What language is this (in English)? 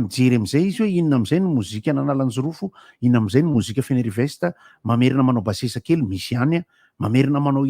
Malagasy